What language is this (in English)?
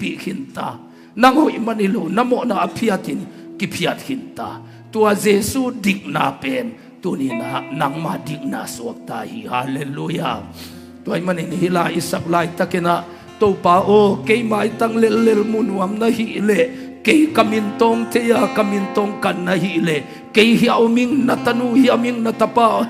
Tedim Chin